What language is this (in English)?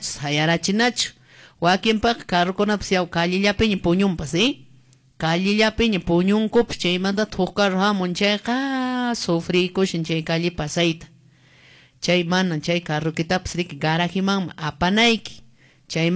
Quechua